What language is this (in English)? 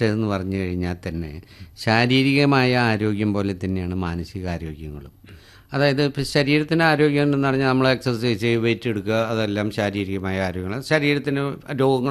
Malayalam